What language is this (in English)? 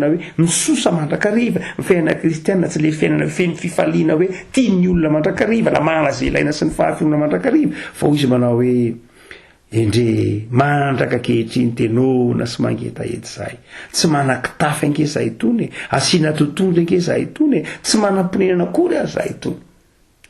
Malagasy